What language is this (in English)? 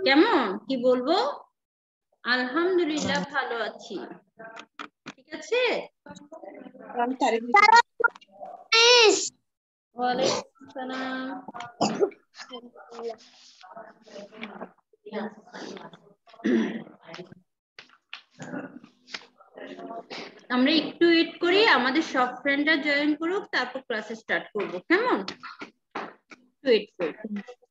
Bangla